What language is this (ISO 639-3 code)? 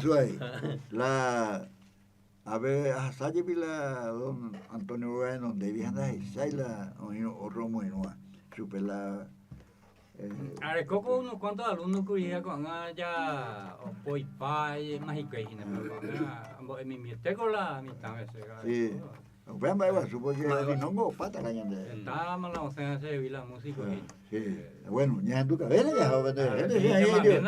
grn